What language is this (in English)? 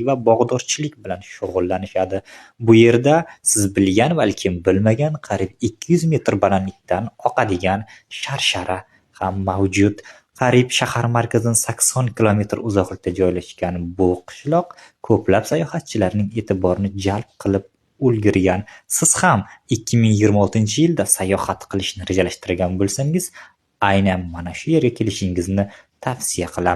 Uzbek